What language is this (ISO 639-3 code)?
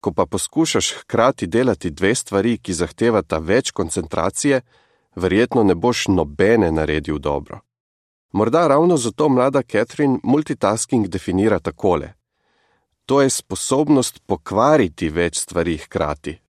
slv